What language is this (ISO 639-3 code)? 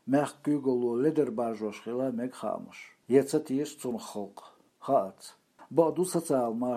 che